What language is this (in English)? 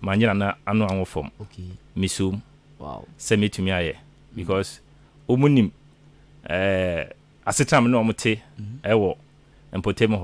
Akan